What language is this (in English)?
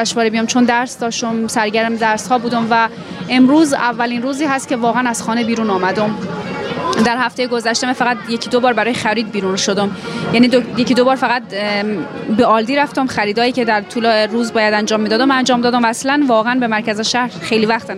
Persian